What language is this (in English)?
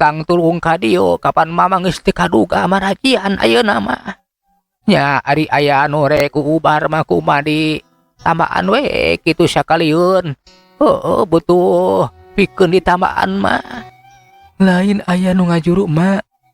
Sundanese